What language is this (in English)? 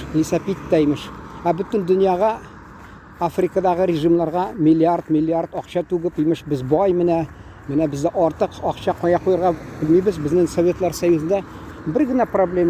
Tatar